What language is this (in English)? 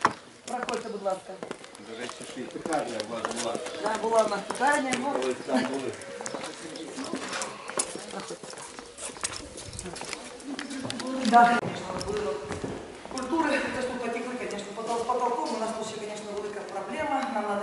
Ukrainian